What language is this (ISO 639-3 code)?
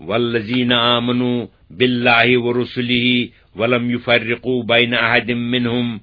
kas